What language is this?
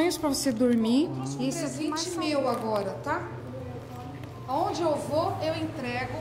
Portuguese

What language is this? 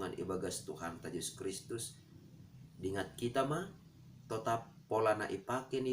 Batak Simalungun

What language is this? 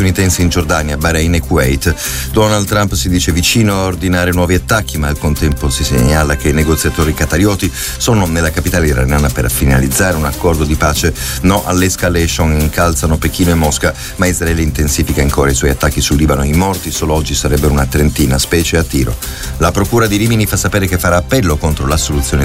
Italian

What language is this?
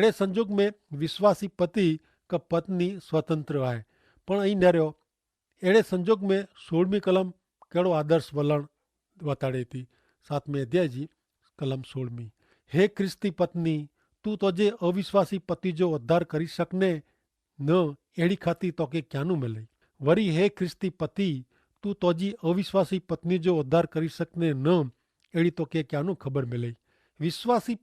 Kachhi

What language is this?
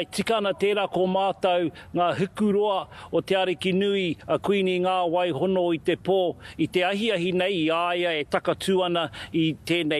Māori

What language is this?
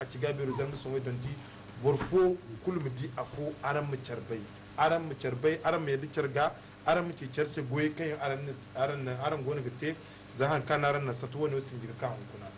Zarma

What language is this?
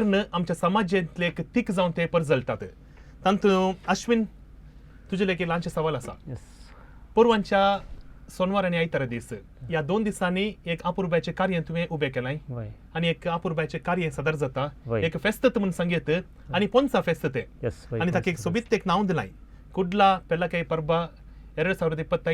Konkani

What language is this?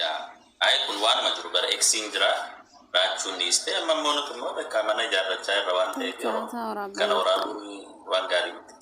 Oromo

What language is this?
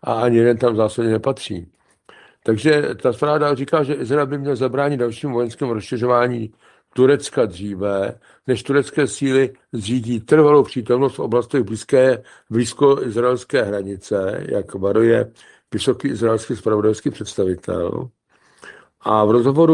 Czech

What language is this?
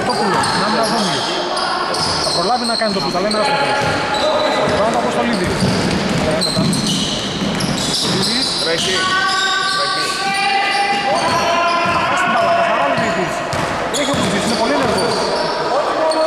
Greek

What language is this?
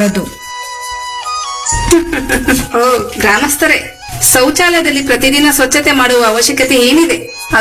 Kannada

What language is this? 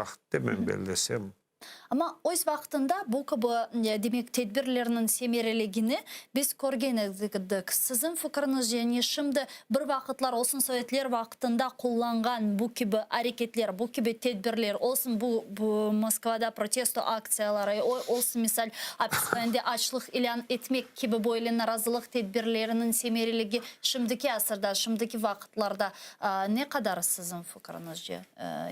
Crimean Tatar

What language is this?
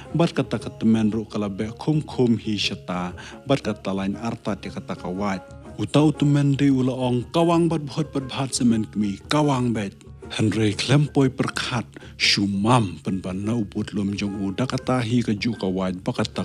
Khasi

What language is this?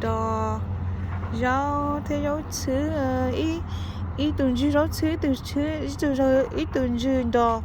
Hmong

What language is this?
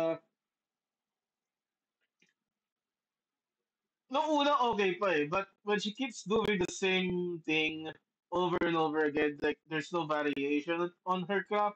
Filipino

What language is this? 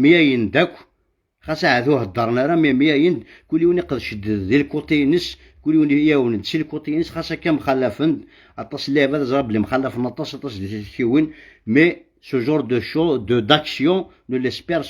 Kabyle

